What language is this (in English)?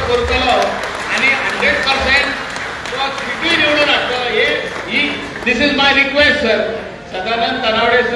Konkani